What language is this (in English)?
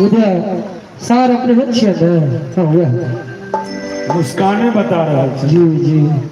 Maithili